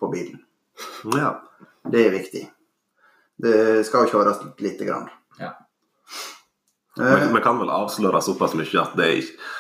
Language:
Norwegian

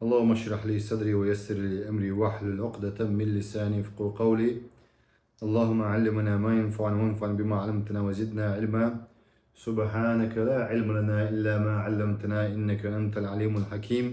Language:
Chechen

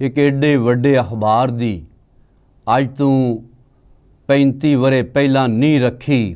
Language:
Western Panjabi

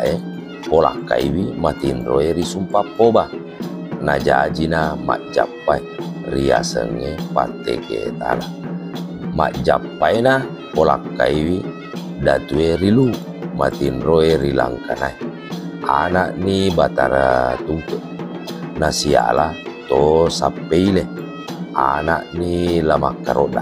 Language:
Buginese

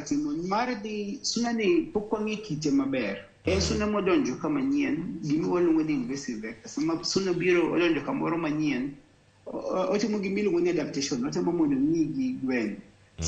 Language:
Luo (Kenya and Tanzania)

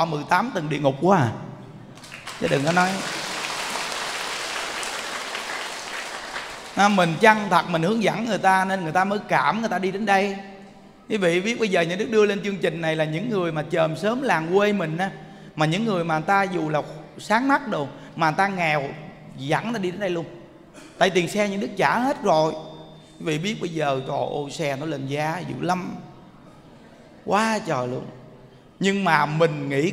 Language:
Vietnamese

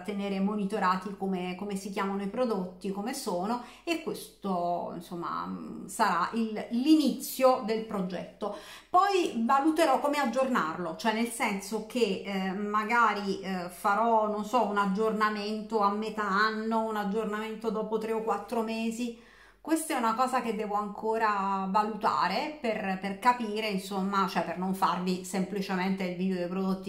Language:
Italian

